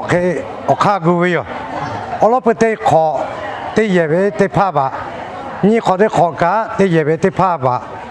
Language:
Lahu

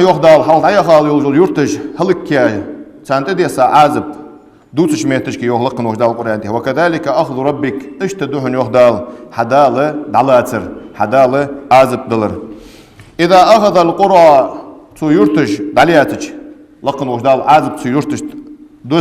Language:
Ingush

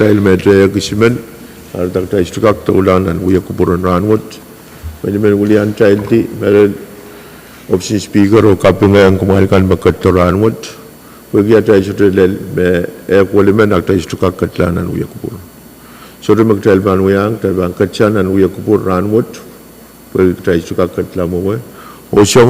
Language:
Pohnpeian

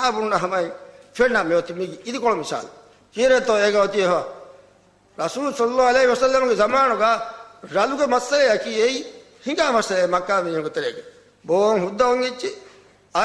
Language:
Divehi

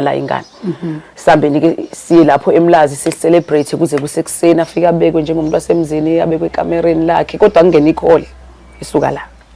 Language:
Zulu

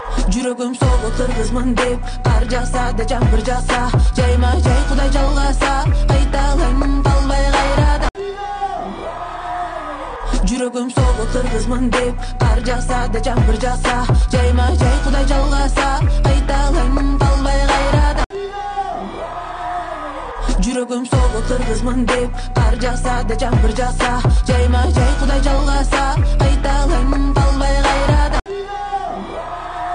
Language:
Kyrgyz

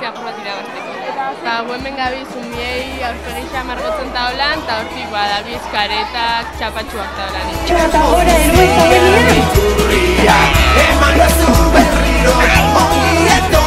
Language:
Basque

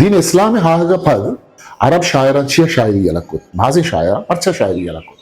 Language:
Eastern Balochi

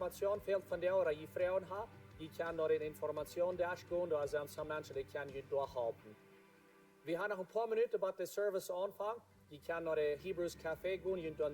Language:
Plautdietsch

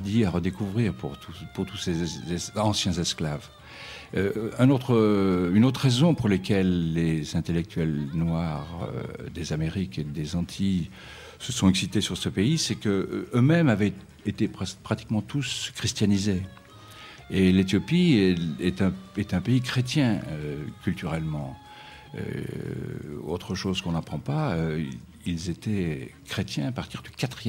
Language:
French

